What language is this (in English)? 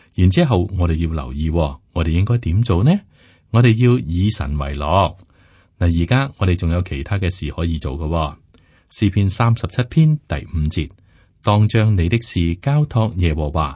Cantonese